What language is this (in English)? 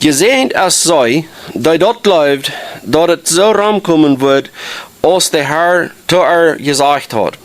Plautdietsch